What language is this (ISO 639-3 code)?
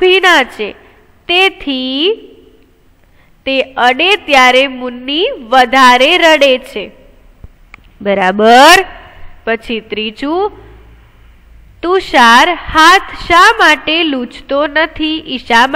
guj